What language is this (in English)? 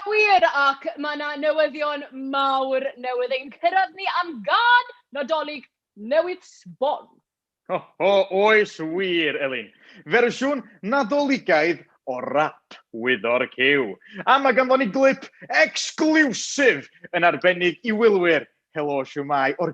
Welsh